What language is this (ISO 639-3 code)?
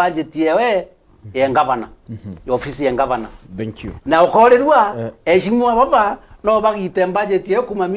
mer